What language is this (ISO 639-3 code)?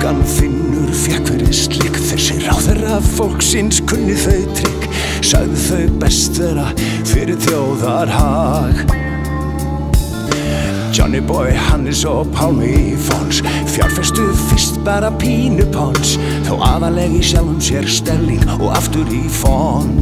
isl